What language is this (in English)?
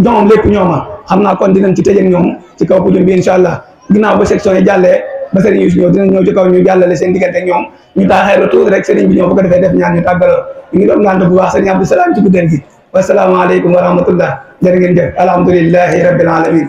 Wolof